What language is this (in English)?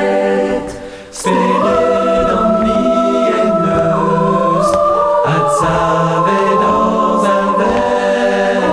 Breton